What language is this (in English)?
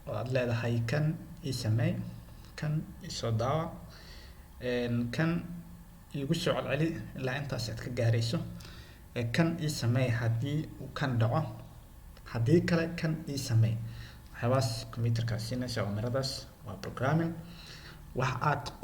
Somali